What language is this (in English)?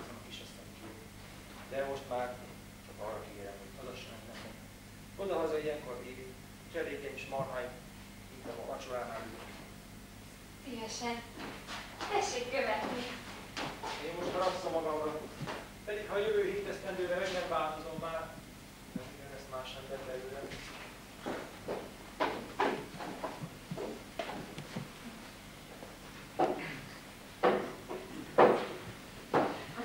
Hungarian